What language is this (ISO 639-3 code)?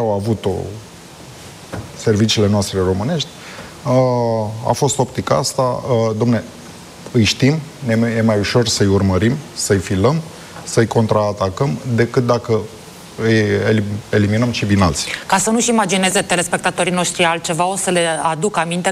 ron